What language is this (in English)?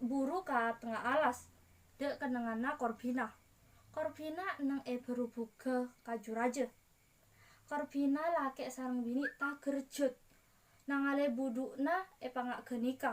Madurese